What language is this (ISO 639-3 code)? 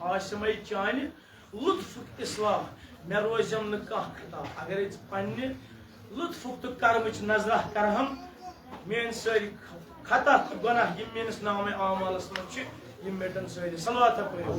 kas